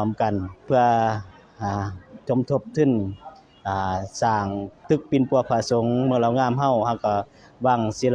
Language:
Lao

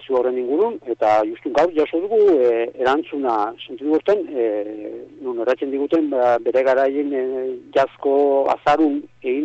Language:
Basque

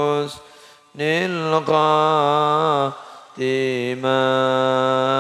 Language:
Madurese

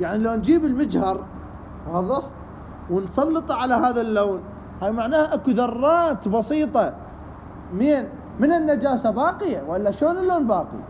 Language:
Mesopotamian Arabic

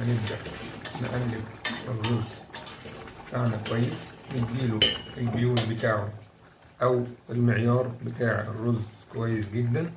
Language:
Egyptian Arabic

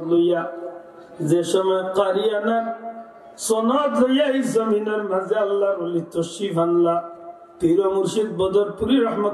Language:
Sylheti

